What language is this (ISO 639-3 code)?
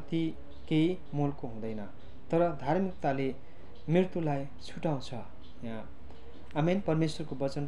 nep